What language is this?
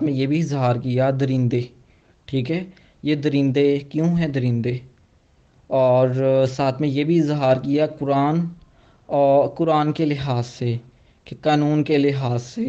Urdu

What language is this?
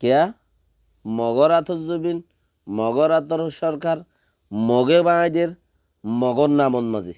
Rohingya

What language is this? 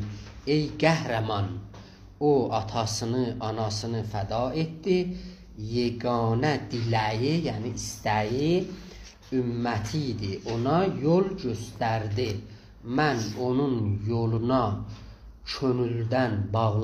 South Azerbaijani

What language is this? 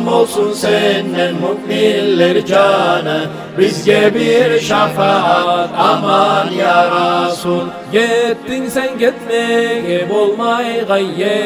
Kumyk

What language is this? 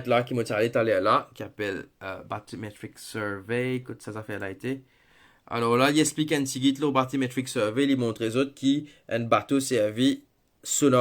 Morisyen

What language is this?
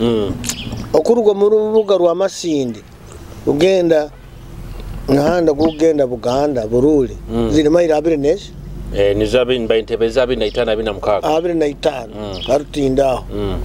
Nyoro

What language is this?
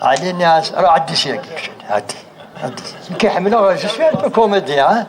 Kabyle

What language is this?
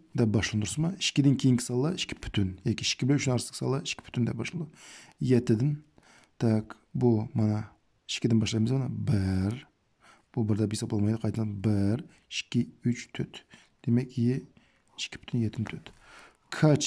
Uyghur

